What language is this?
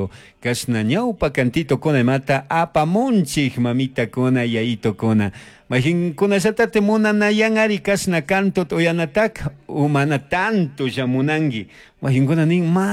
Chimborazo Highland Quichua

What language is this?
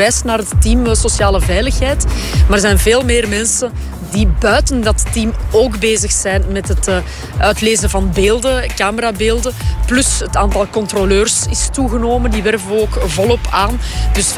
Dutch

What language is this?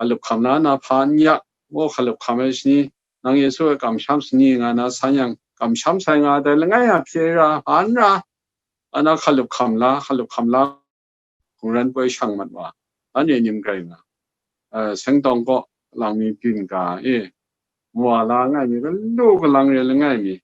Kachin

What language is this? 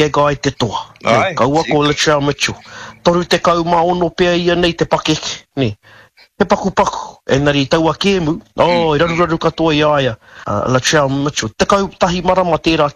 Māori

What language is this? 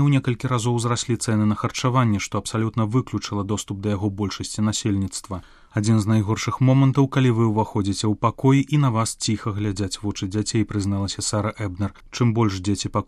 Belarusian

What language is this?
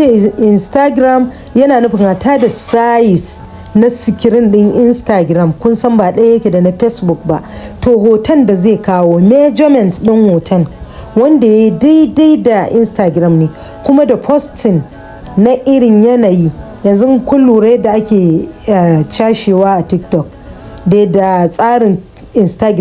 Hausa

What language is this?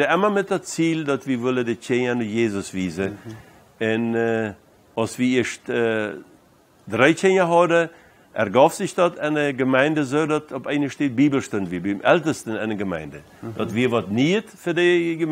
Plautdietsch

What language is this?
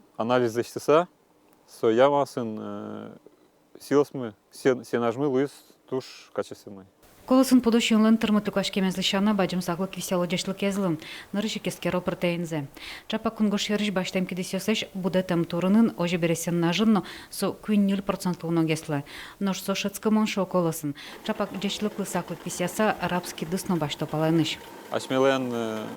Udmurt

